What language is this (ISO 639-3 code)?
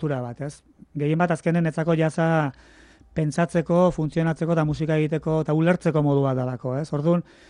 eus